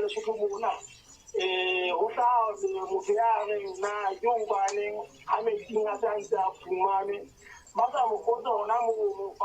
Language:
Southern Sotho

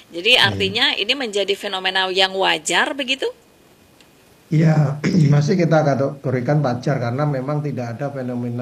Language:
Indonesian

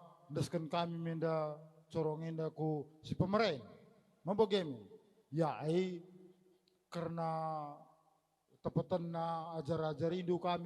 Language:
Batak Karo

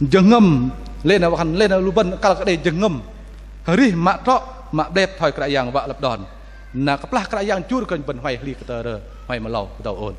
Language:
Bahnar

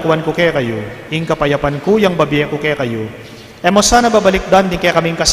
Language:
Pampanga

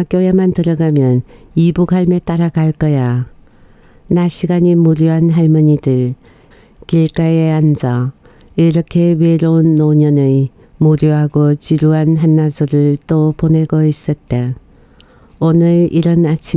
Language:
Korean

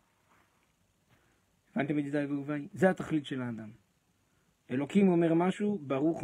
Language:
Hebrew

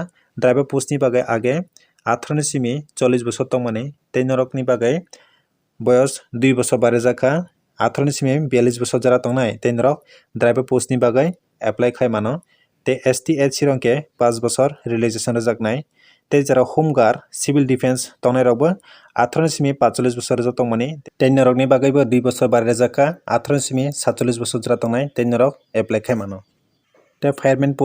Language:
Kok Borok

